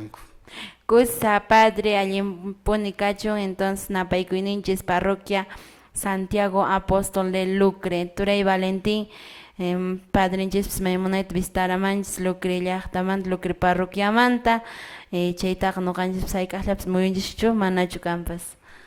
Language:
Quechua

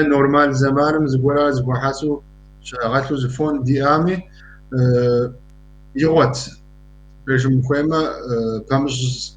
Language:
Kabardian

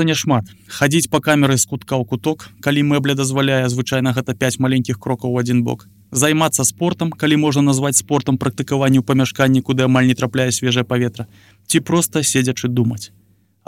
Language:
Belarusian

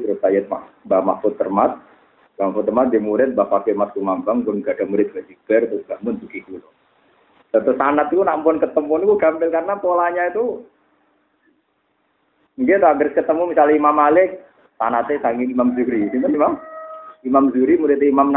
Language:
Indonesian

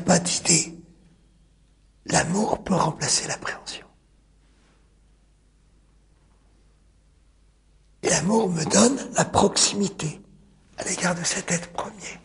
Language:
French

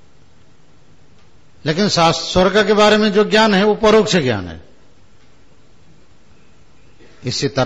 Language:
Hindi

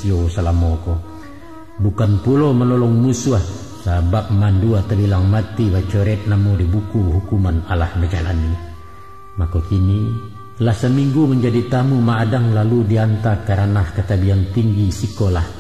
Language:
Minangkabau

